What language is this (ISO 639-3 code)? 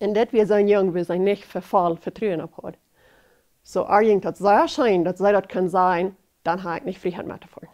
pdt